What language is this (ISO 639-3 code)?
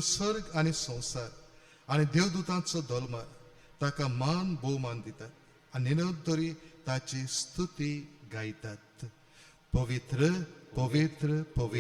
kok